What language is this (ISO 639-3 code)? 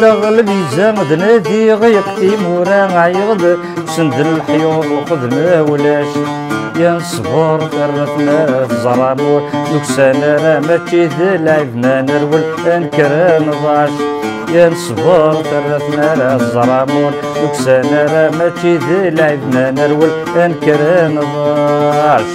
kab